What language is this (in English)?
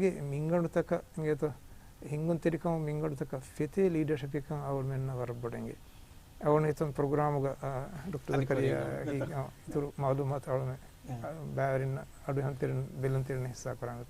Divehi